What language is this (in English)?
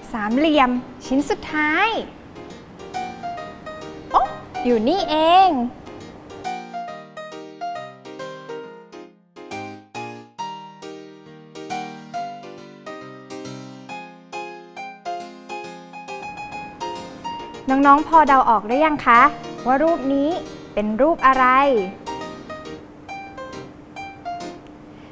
Thai